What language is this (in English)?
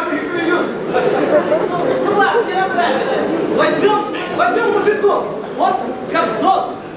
Russian